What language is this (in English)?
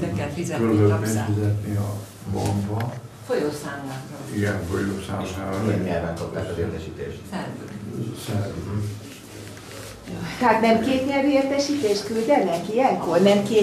Hungarian